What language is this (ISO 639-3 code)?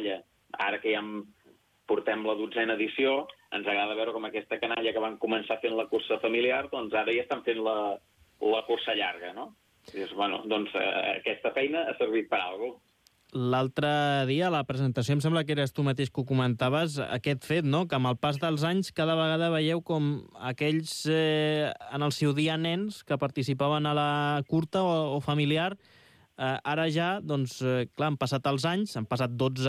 cat